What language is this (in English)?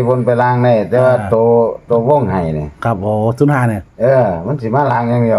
Northeastern Thai